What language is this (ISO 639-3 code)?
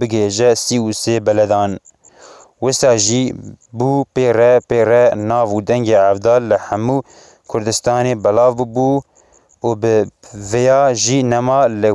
kur